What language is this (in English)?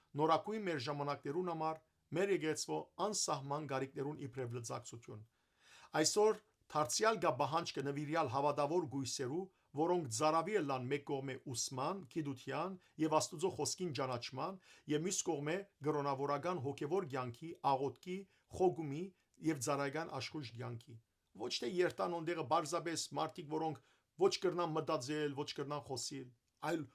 Western Armenian